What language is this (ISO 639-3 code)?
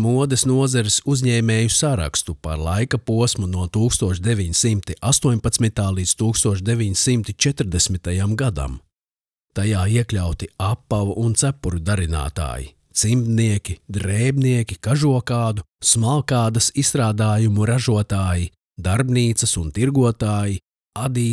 lav